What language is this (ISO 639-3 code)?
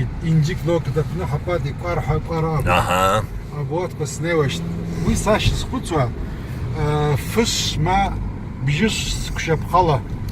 abk